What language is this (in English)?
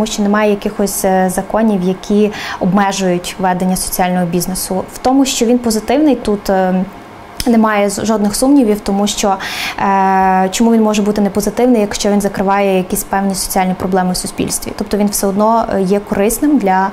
Ukrainian